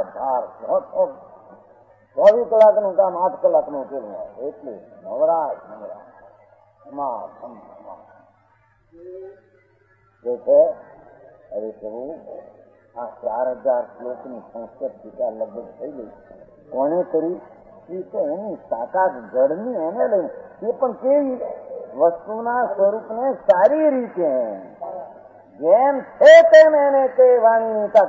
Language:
Gujarati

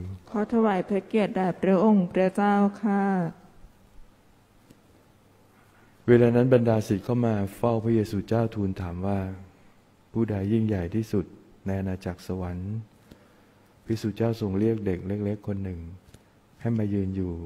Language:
Thai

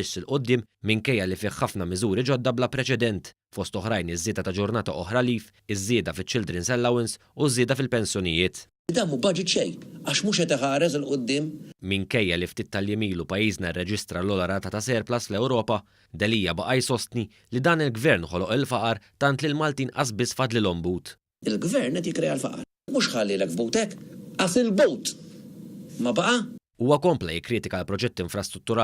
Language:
Maltese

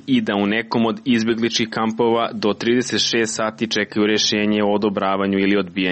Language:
Croatian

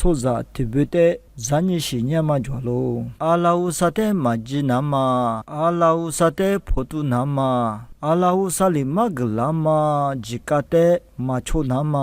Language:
Lisu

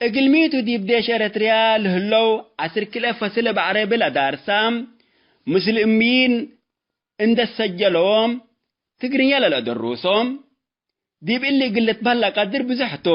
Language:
Tigre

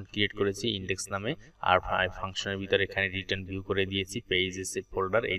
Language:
Bangla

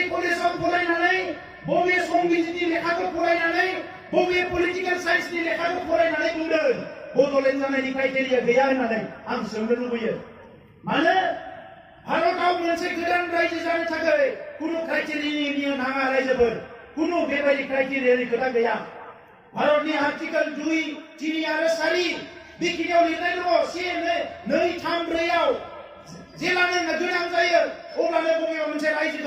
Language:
Bodo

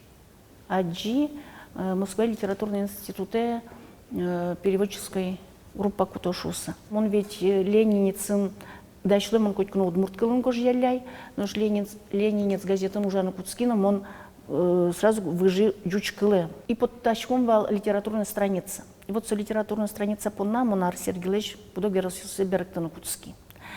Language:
Udmurt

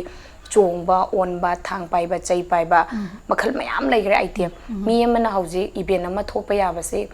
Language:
Manipuri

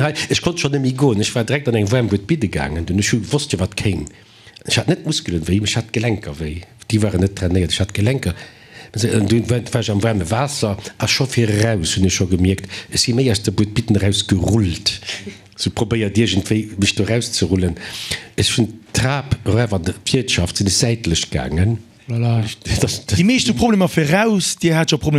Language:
Luxembourgish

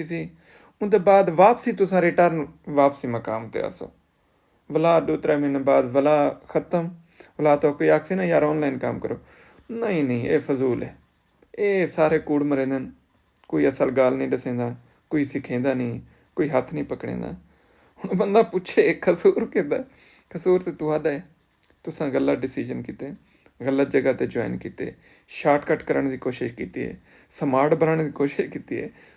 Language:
Saraiki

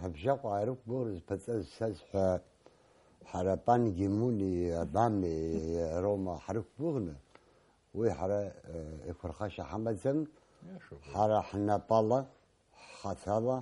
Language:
Abkhazian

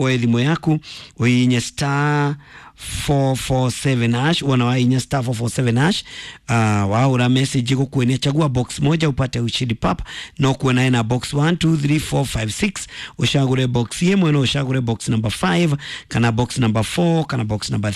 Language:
Kikuyu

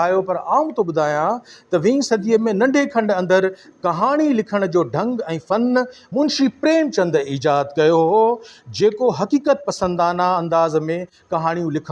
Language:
Sindhi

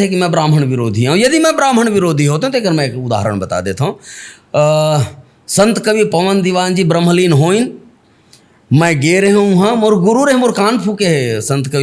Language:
Chhattisgarhi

